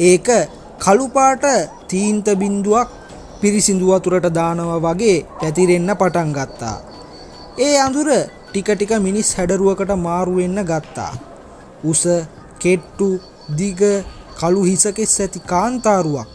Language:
Sinhala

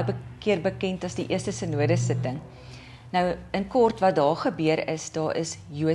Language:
Afrikaans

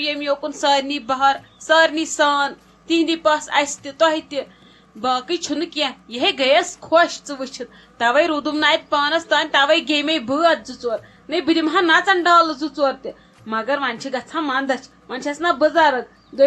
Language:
Kashmiri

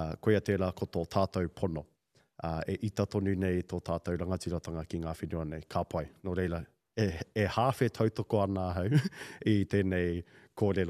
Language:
Māori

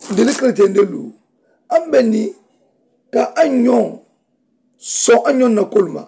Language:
Mandingo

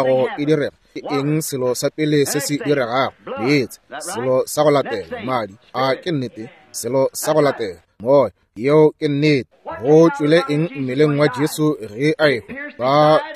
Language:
Northern Sotho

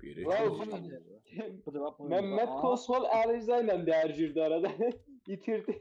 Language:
South Azerbaijani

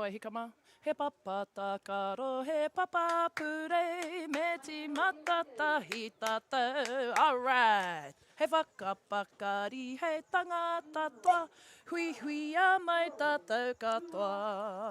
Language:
Māori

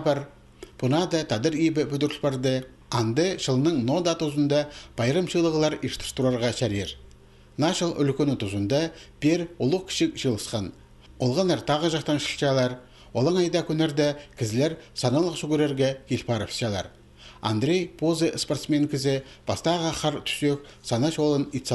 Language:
Khakas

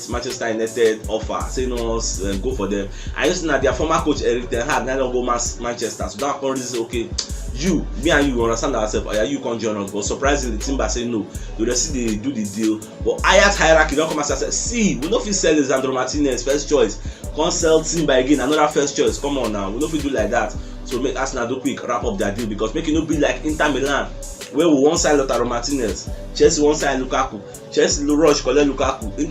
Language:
Nigerian Pidgin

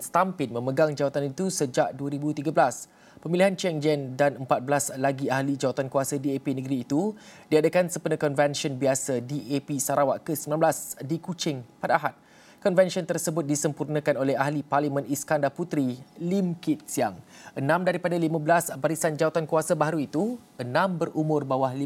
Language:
Malay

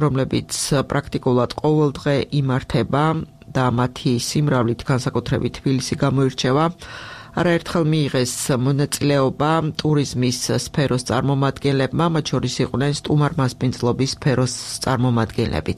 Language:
Georgian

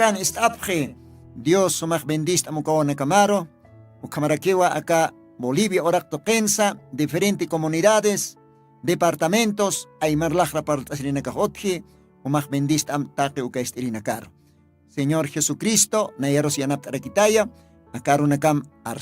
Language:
Aymara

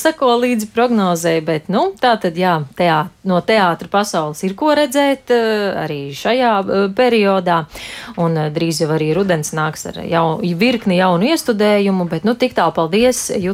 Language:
Latvian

